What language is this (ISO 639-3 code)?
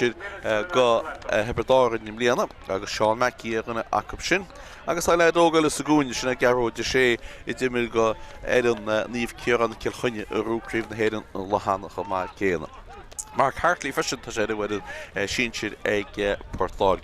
gle